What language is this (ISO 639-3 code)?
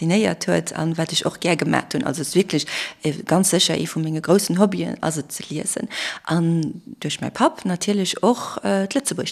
ltz